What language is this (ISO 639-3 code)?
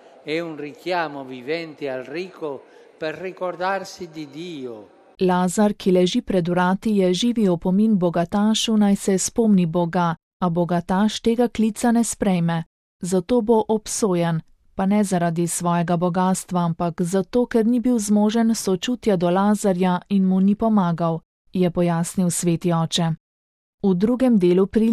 slv